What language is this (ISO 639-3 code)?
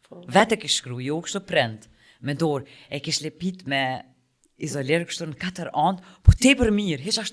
sqi